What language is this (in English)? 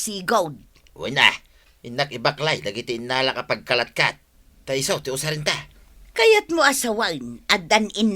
Iloko